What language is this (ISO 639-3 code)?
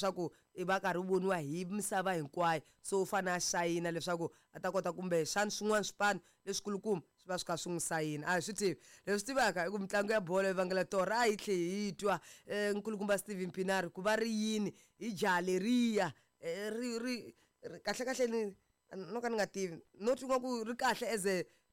tso